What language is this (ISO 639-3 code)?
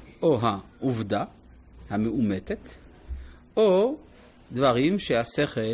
heb